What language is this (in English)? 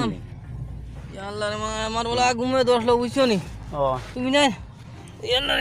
Sylheti